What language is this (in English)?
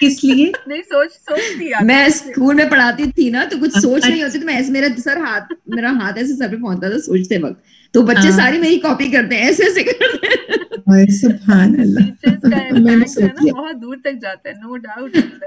Urdu